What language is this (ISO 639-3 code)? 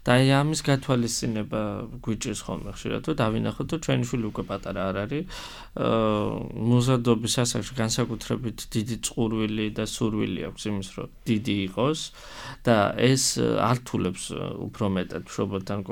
kat